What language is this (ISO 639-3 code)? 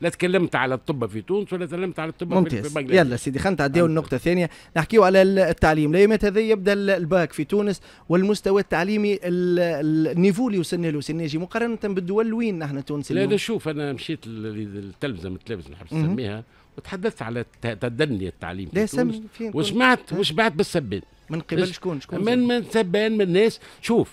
aeb